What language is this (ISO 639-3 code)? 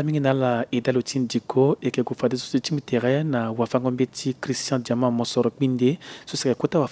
sag